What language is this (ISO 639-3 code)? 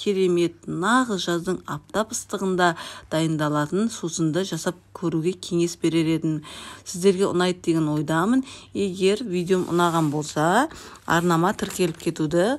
kaz